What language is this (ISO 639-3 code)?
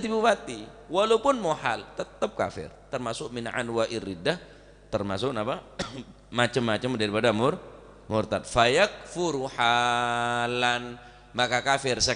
mad